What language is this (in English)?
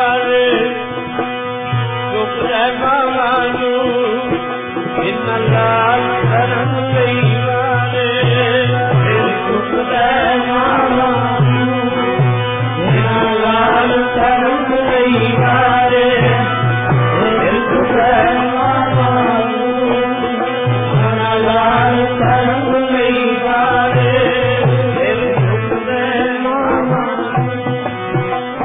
Punjabi